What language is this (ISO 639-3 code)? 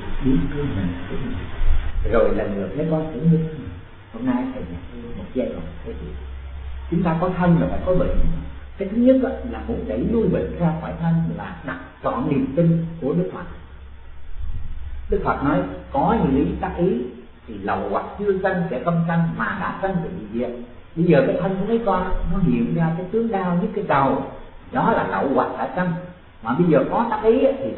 vie